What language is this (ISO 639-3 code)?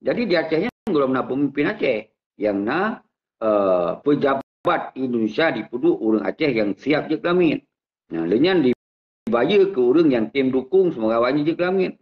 ace